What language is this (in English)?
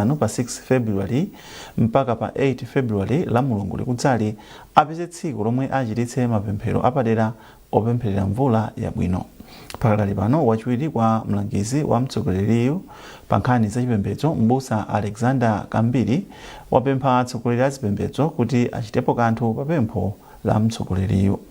Nyanja